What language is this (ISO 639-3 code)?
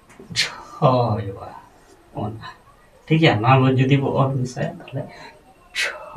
sat